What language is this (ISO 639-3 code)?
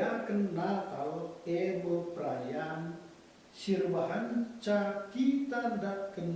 btx